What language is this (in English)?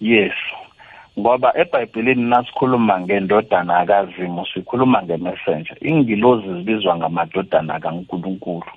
South Ndebele